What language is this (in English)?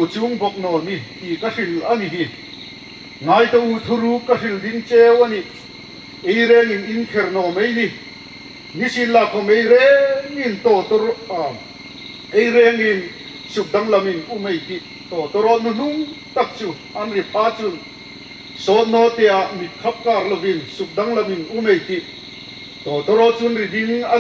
Hmar